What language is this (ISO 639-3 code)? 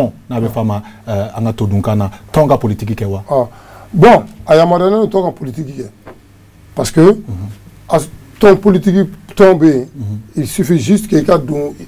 bam